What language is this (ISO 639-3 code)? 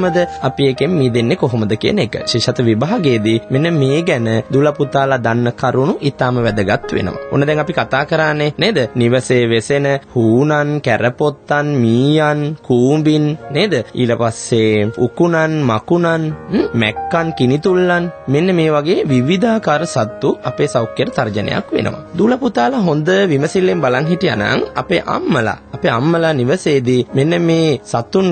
sin